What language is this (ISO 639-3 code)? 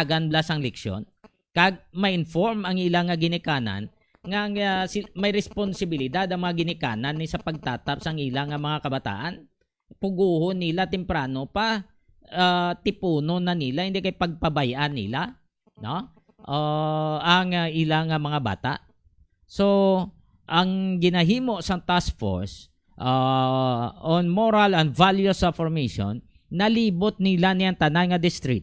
hil